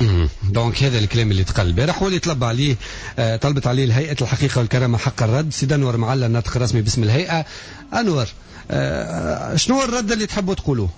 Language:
Tunisian Arabic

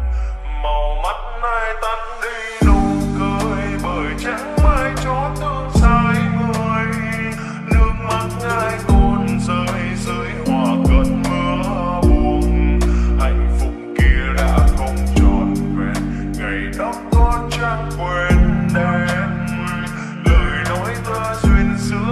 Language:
Vietnamese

